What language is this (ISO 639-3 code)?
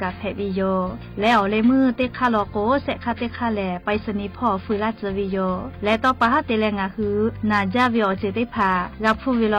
lhu